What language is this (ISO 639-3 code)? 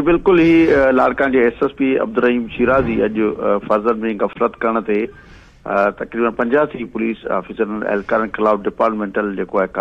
snd